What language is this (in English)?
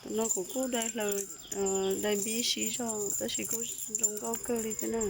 Hmong